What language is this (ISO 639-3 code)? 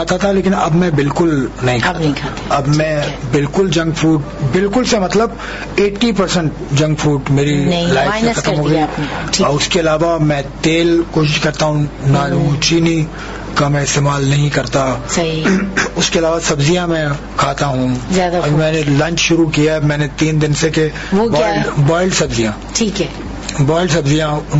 urd